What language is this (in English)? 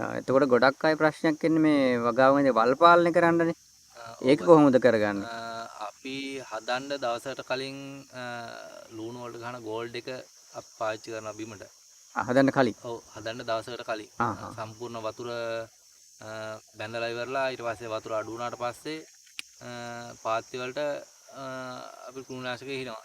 Sinhala